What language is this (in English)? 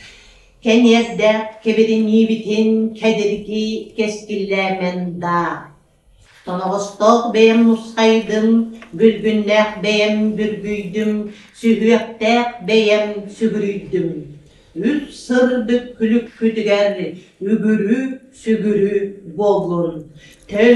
Yakut